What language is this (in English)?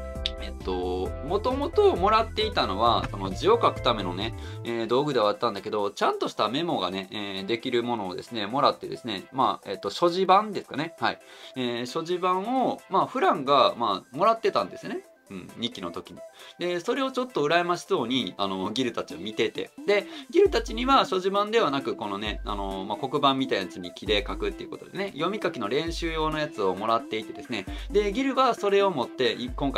Japanese